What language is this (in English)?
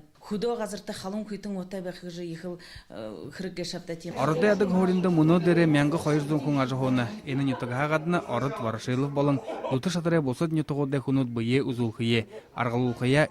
Buriat